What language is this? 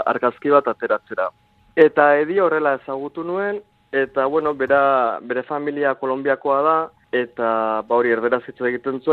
Basque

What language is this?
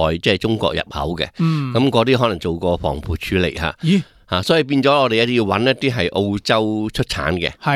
Cantonese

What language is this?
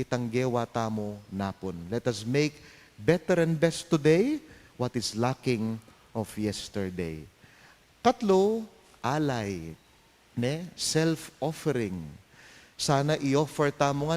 Pampanga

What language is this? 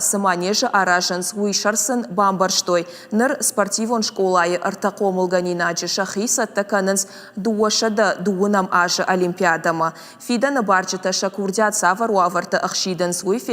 Ossetic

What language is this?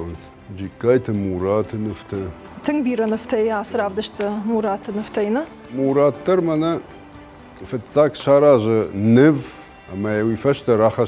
Ossetic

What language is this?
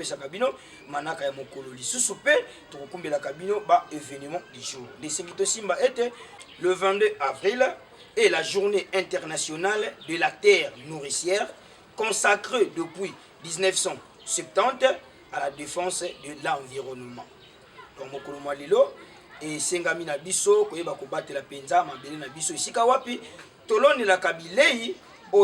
Lingala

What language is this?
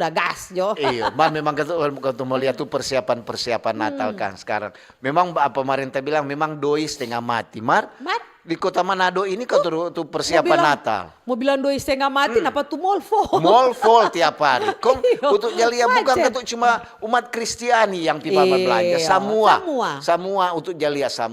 Manado Malay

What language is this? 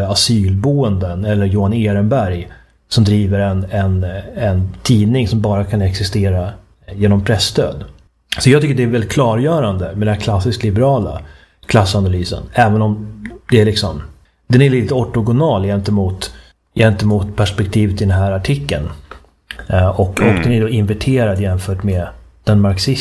Swedish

